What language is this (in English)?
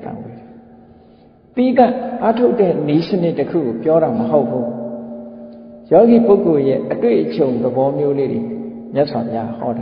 Burmese